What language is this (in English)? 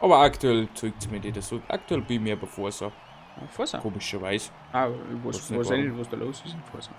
Bavarian